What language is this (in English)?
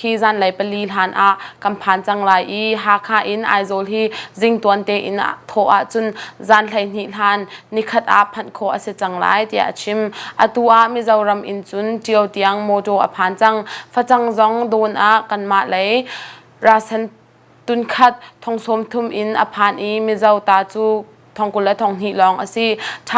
Hakha Chin